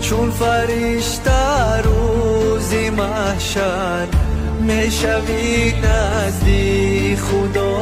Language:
Tajik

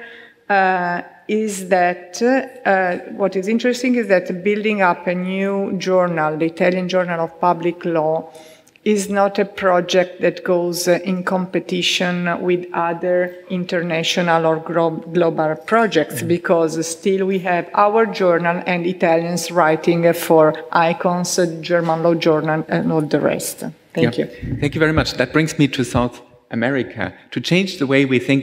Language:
English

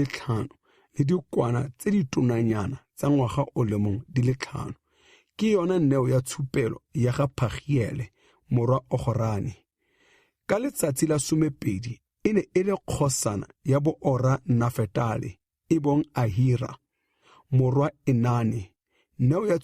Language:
Tswana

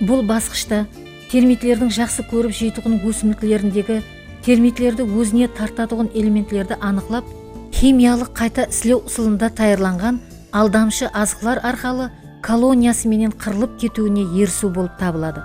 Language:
Kara-Kalpak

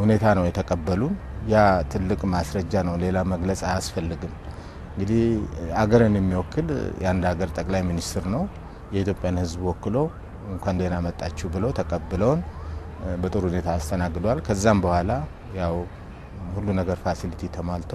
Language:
Amharic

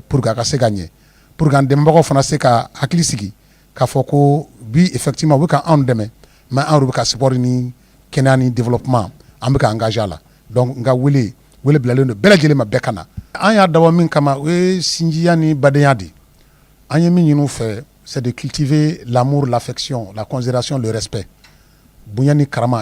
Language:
Bambara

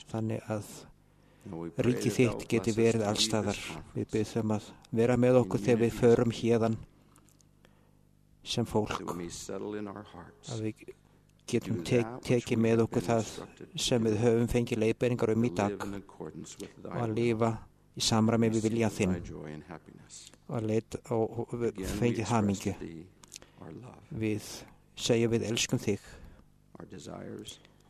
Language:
Icelandic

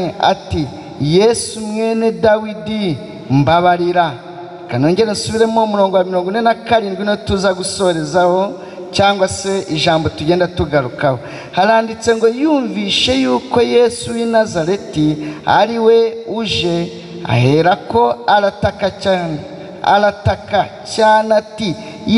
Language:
Kinyarwanda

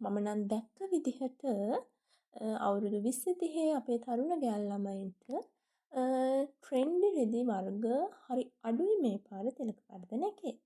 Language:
Sinhala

